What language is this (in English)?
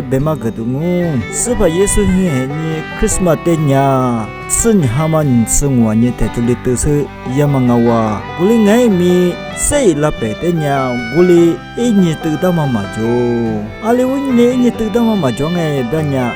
Lisu